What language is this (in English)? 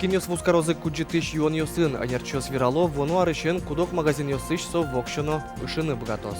Udmurt